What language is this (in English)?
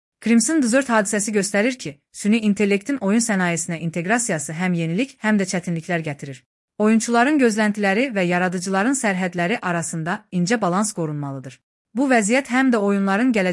Azerbaijani